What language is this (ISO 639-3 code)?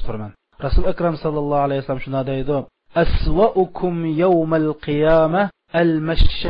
uig